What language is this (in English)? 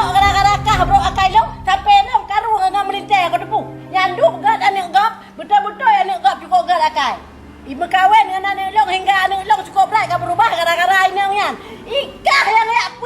Achinese